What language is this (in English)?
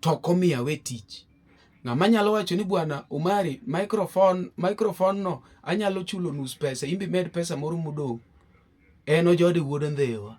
Luo (Kenya and Tanzania)